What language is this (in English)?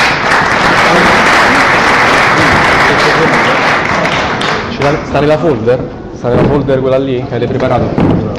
Italian